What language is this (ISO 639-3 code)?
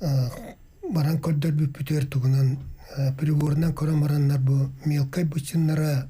sah